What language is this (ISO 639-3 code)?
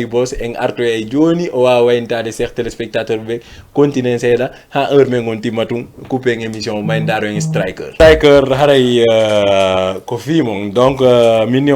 ful